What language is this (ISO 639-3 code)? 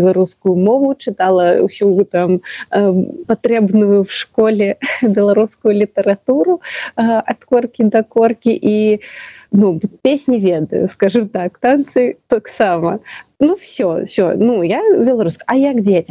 bel